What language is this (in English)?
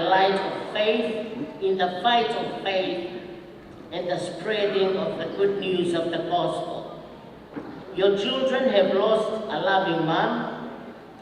Tongan